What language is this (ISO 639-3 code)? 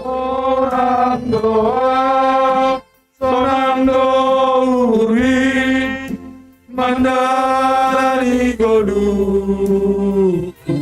bts